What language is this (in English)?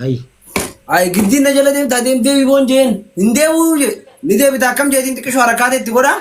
Oromo